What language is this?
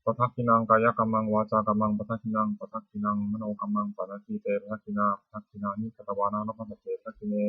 Pali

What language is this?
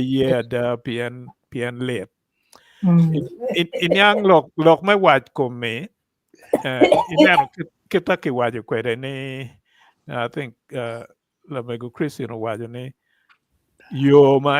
Acoli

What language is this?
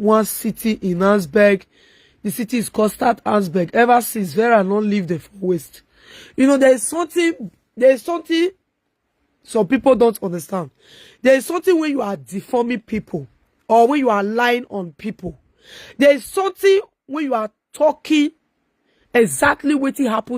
Nigerian Pidgin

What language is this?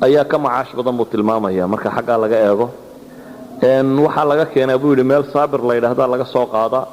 Somali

